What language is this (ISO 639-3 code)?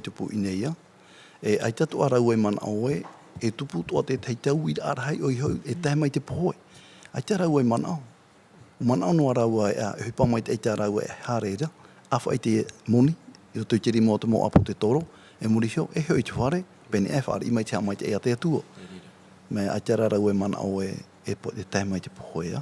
tah